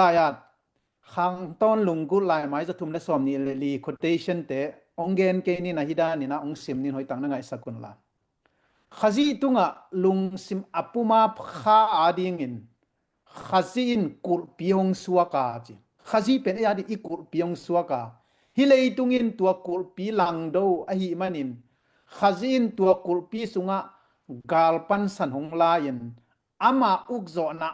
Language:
Tedim Chin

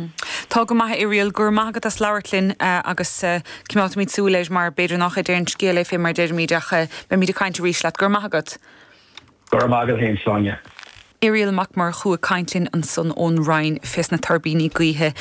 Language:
Irish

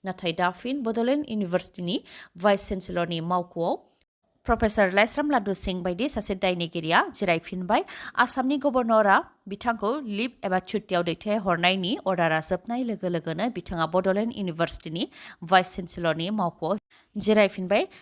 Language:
Bodo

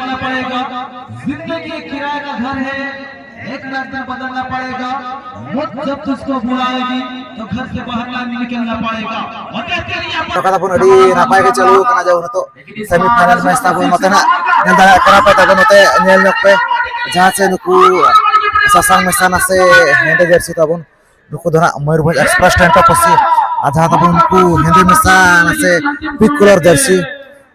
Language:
Santali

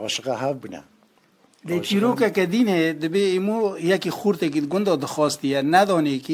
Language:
Kurdish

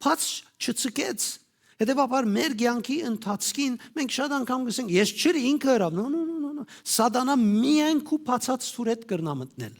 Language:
Western Armenian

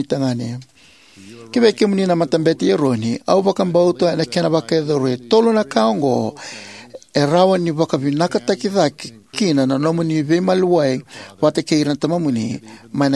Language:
Fijian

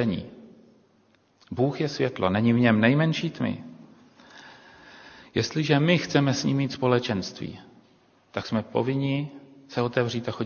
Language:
Czech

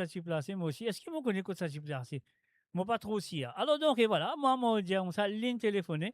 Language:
Morisyen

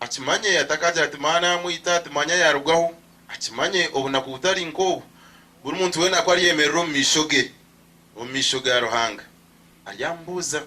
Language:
Nyankole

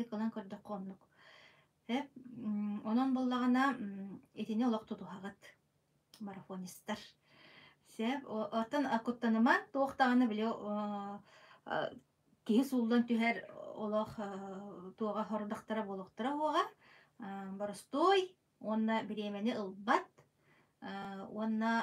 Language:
Yakut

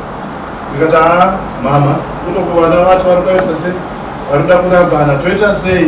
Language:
Shona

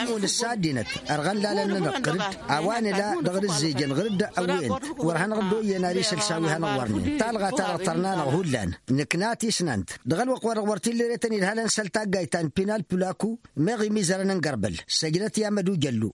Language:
Tamasheq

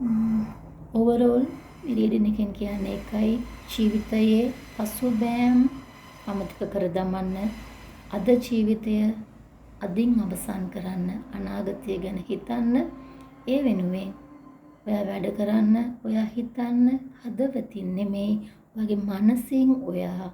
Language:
Sinhala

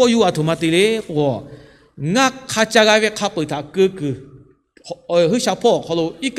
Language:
Lahu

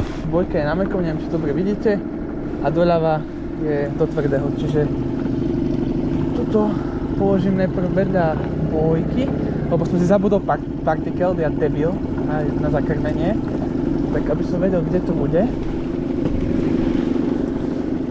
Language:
Slovak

